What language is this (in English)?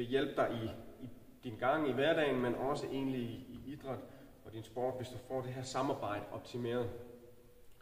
Danish